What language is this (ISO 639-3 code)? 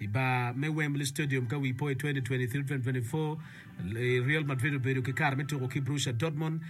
ach